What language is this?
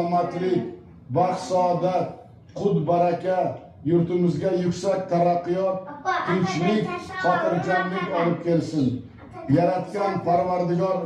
Uzbek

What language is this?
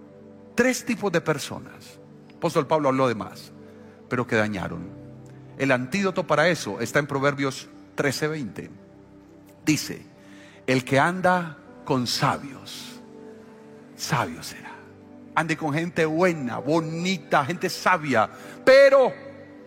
Spanish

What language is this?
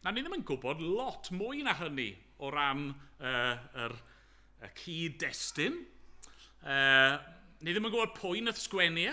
Welsh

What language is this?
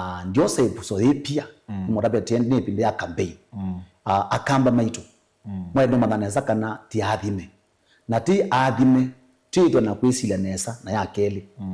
Kamba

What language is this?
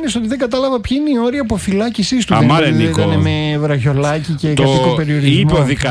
Greek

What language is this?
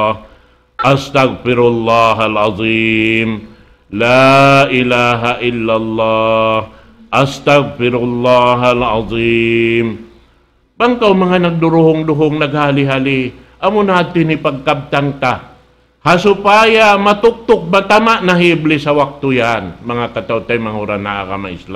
Tausug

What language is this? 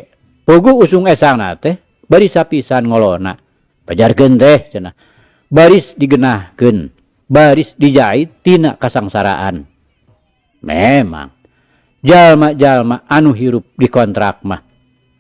Sundanese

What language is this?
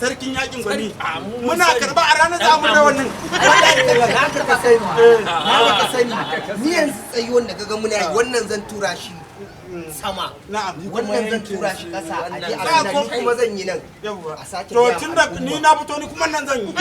Hausa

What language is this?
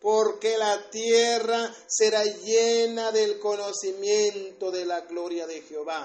Tzotzil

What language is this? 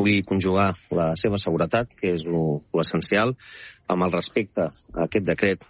Catalan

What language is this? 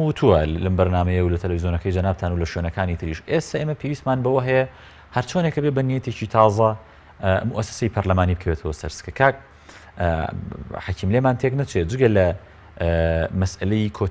Central Kurdish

